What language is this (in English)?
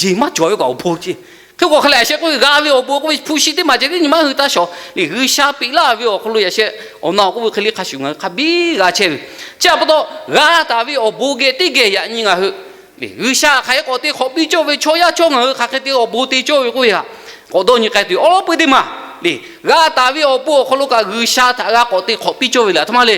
Lahu